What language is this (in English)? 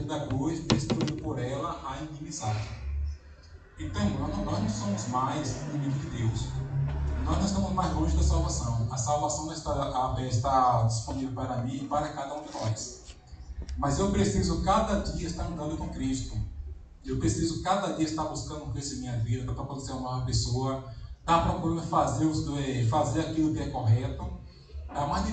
Portuguese